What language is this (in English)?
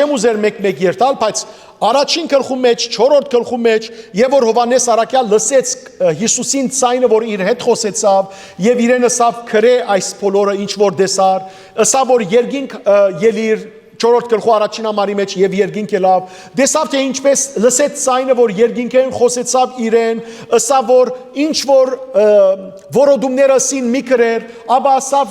Western Armenian